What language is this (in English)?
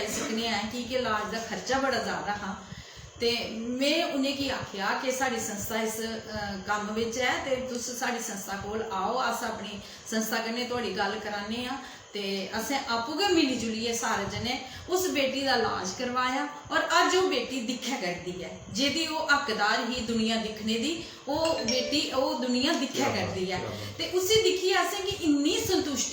Dogri